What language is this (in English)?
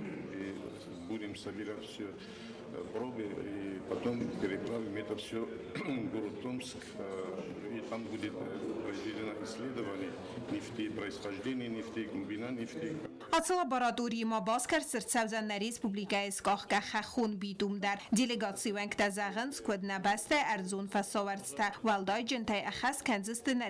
Ossetic